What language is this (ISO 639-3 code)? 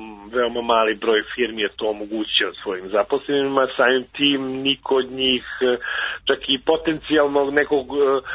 srp